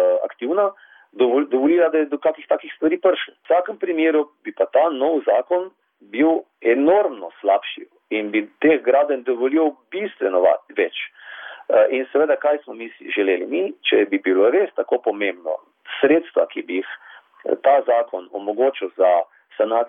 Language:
Slovenian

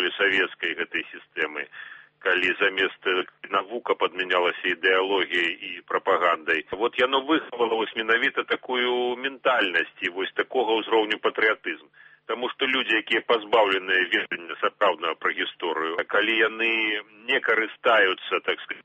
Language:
Belarusian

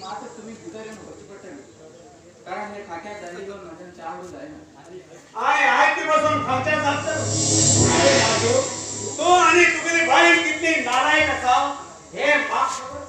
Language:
Konkani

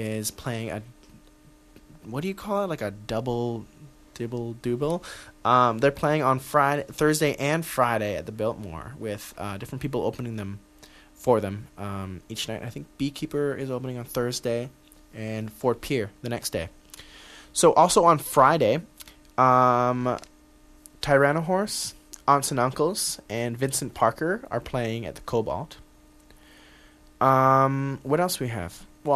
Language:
English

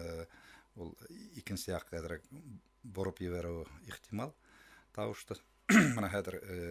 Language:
Bashkir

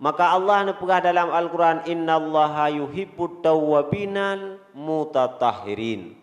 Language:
Achinese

